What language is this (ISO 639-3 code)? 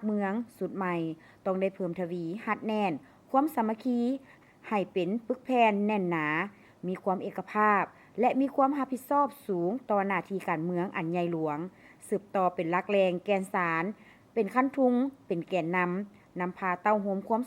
lao